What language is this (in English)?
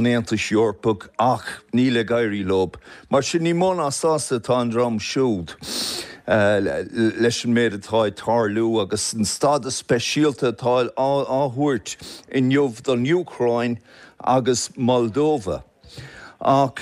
Irish